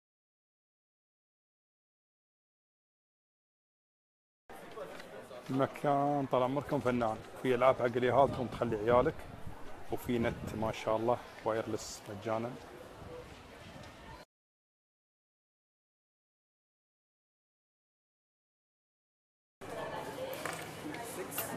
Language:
Gulf Arabic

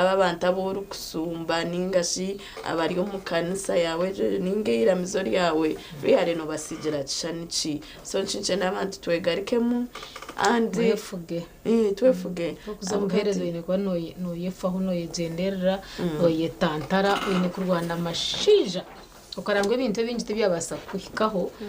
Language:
Nyankole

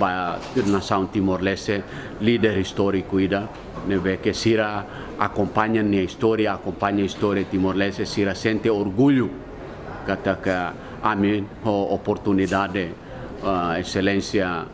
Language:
Tetum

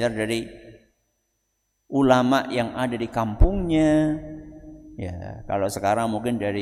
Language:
Indonesian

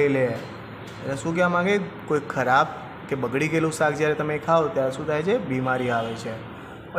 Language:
Gujarati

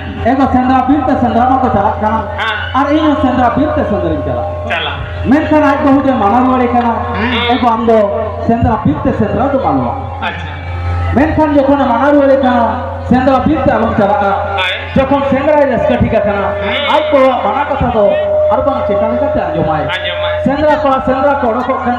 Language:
Santali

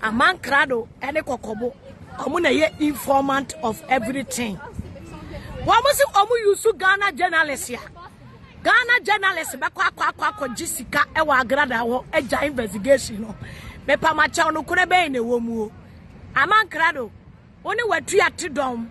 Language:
Akan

